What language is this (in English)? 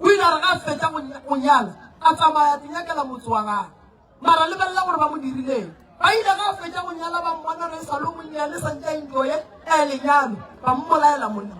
Northern Sotho